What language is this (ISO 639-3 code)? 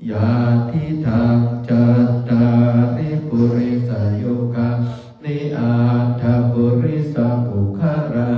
pli